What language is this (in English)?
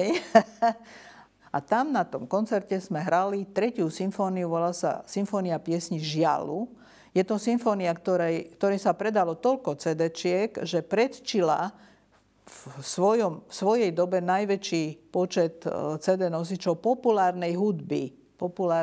Slovak